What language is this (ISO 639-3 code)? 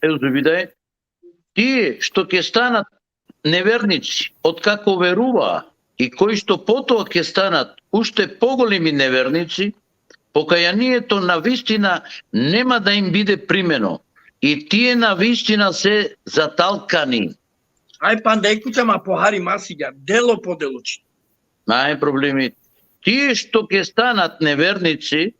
rmn